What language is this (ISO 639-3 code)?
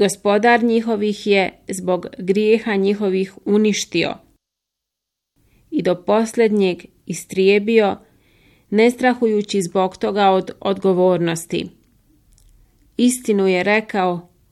bos